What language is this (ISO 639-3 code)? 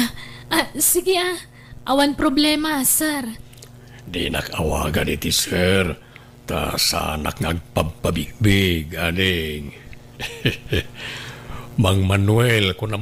ilo